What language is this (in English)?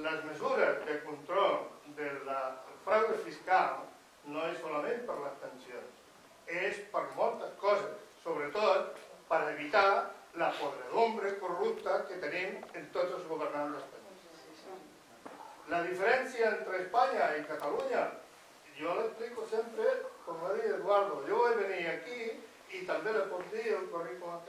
Catalan